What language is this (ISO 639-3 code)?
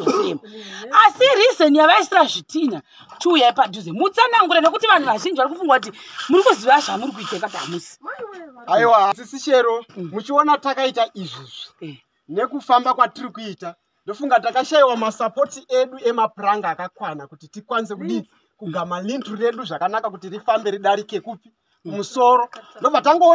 sna